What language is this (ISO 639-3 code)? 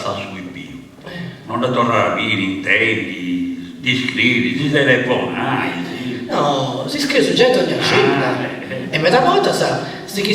srd